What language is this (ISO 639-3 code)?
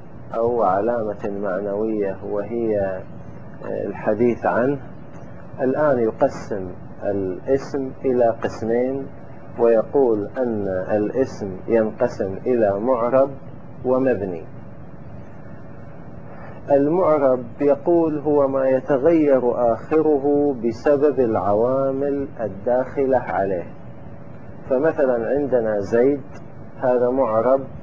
ara